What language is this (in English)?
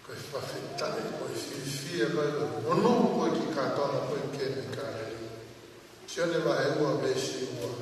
Tongan